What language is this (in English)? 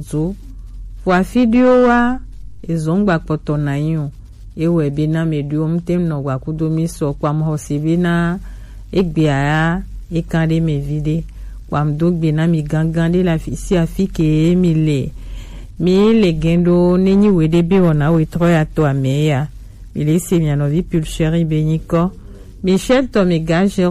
Gen